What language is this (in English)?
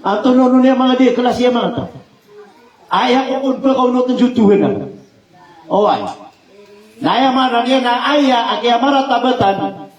Maranao